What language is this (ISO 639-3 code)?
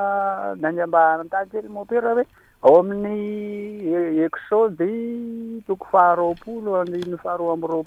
mlg